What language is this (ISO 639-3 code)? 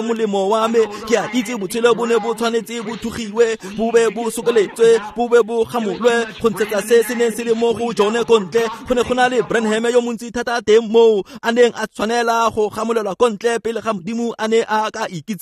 tsn